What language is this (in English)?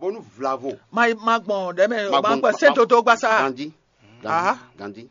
Fon